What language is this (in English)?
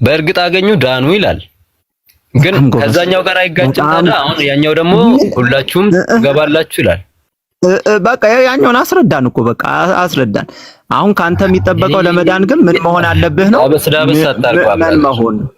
Amharic